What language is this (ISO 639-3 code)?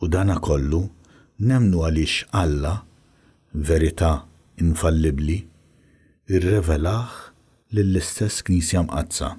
mlt